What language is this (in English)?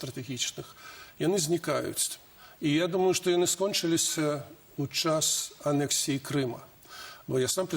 Belarusian